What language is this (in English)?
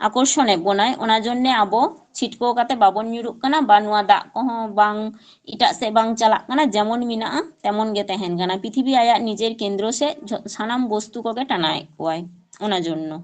Santali